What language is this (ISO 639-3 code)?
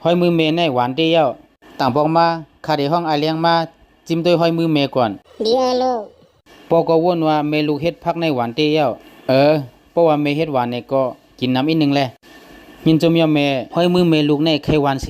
shn